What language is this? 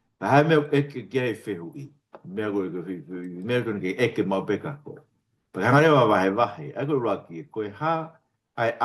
Tongan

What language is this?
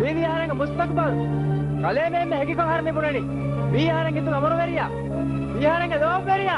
Divehi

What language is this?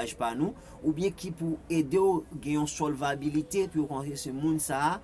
Haitian Creole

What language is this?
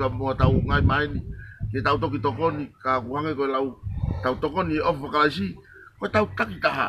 Tongan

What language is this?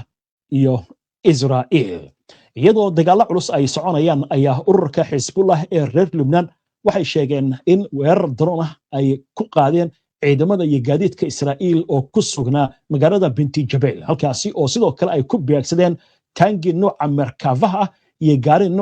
Somali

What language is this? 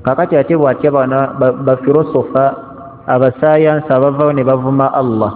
Ganda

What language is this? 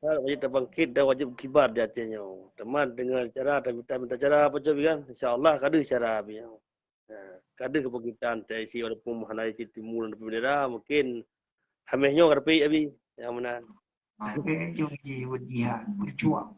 Achinese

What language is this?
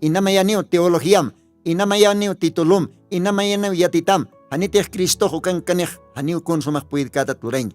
Aymara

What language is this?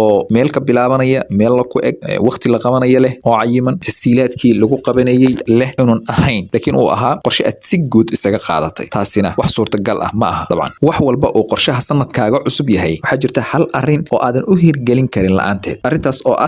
Somali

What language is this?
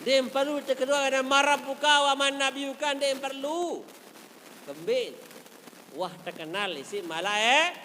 Sasak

